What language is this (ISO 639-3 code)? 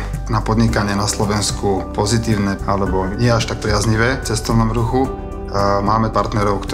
slk